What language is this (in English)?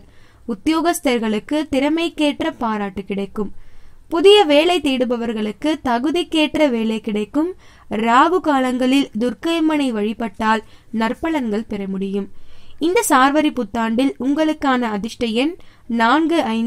Tamil